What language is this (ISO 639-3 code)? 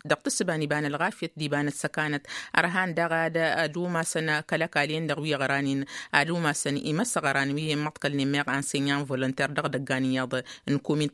taq